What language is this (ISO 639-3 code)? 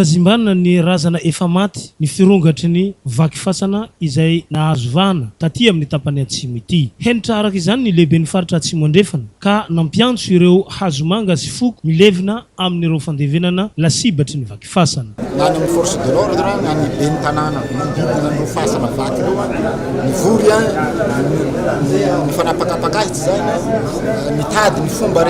mlg